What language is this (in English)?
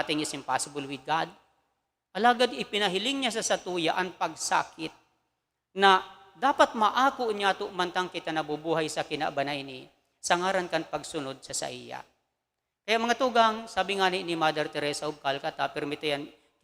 Bikol